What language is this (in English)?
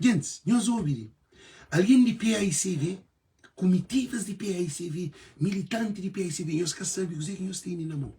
Kabuverdianu